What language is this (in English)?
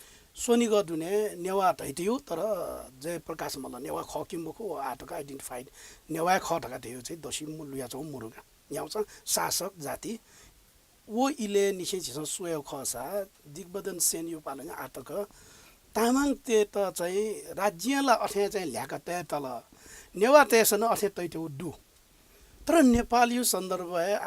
Newari